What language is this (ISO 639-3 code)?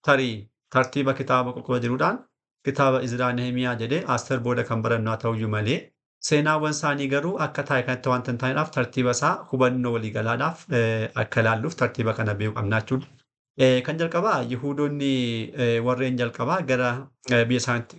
orm